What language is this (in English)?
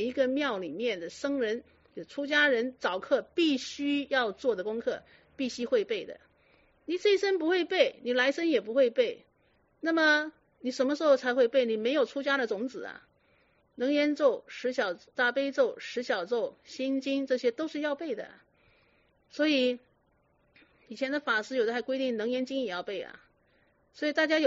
Chinese